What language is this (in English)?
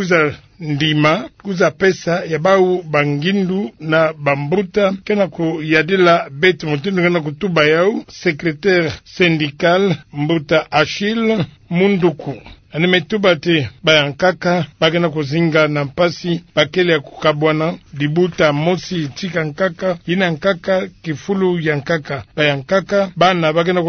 Kituba (Democratic Republic of Congo)